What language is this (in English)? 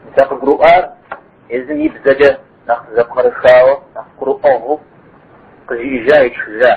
Kabardian